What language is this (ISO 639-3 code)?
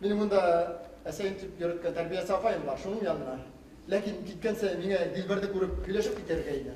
bak